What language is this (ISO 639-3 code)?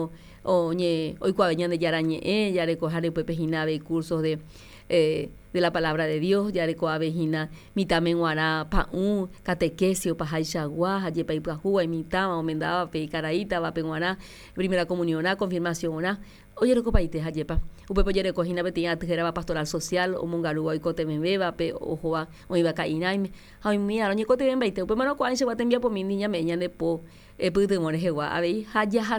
grn